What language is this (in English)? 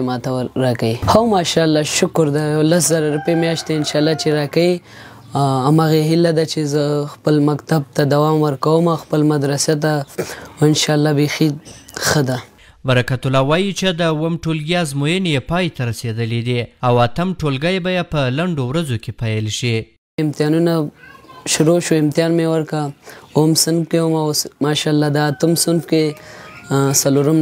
Pashto